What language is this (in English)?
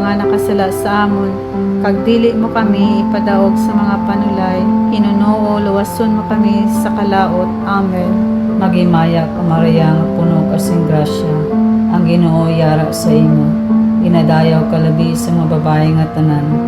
Hiligaynon